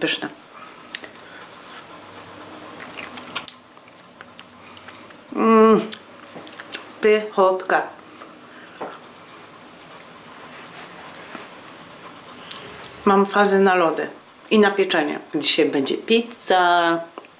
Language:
Polish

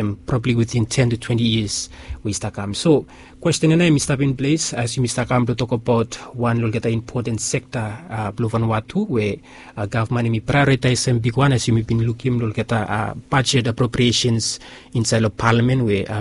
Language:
Bislama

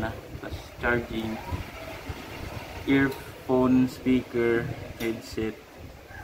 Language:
Filipino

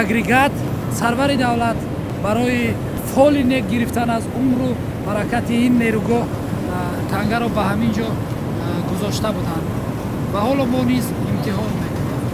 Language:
Tajik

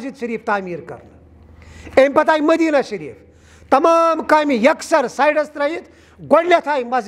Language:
Kashmiri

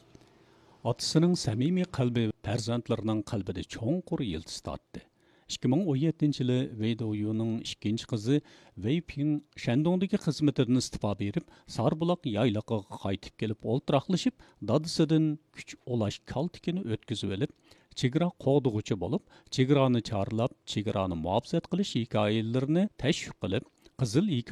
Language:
Uyghur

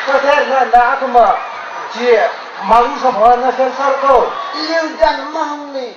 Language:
Tangkhul Naga (India)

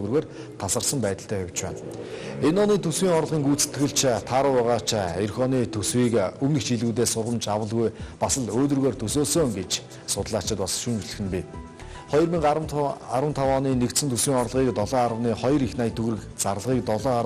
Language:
Mongolian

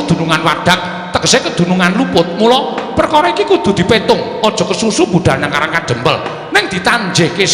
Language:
Javanese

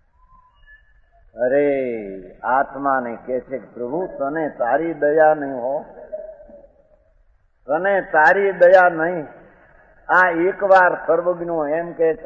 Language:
Gujarati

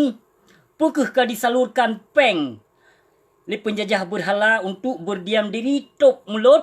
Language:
Achinese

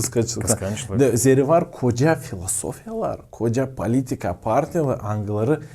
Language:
Gagauz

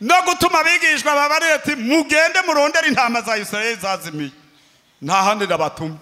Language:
Rundi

